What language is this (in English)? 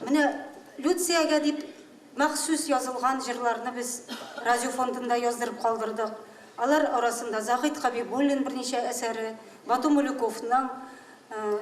Tatar